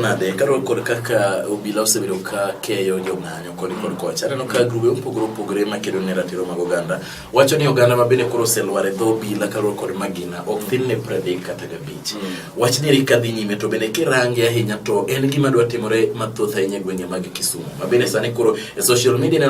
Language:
Luo (Kenya and Tanzania)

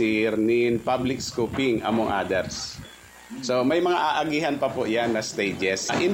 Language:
Bikol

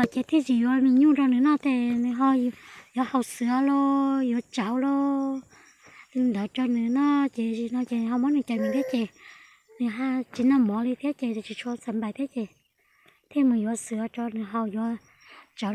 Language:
Hmong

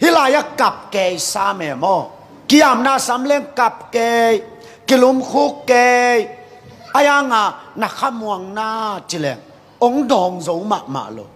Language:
Tedim Chin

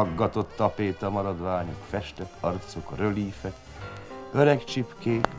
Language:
Hungarian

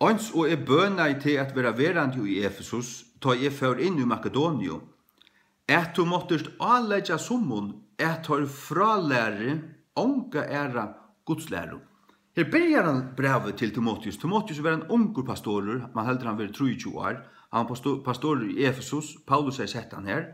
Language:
Faroese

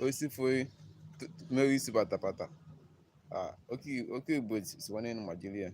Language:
Igbo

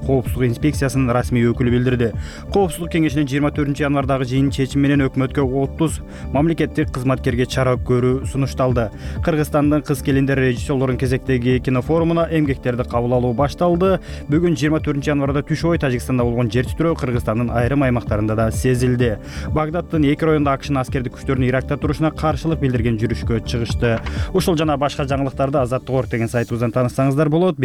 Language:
Kyrgyz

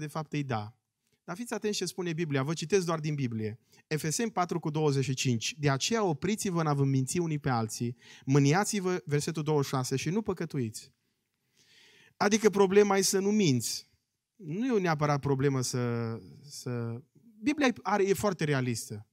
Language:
Romanian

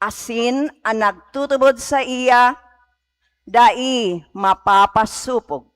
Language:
Bikol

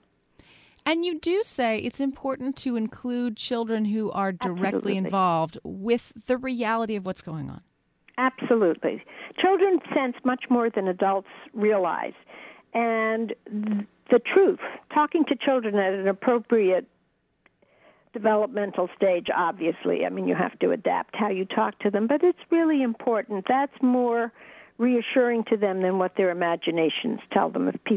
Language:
English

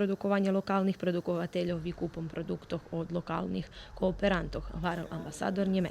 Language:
Rusyn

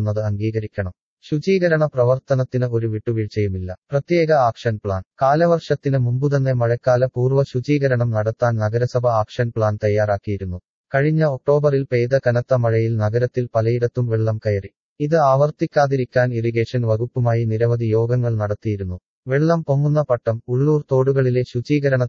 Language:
Malayalam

